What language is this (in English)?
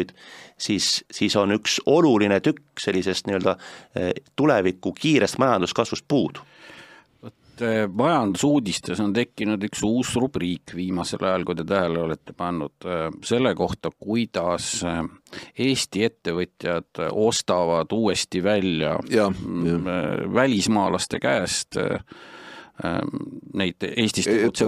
Estonian